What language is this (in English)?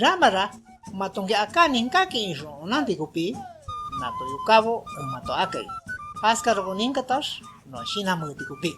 Shipibo-Conibo